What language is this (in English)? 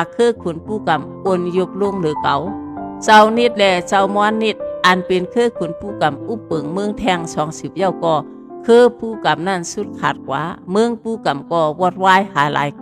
Shan